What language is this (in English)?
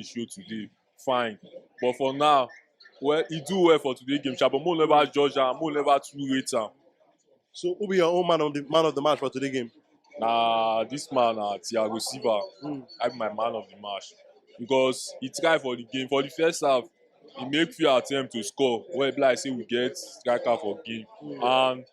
Nigerian Pidgin